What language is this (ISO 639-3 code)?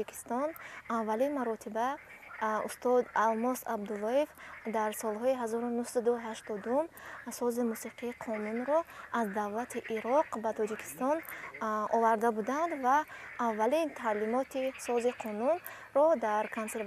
tgk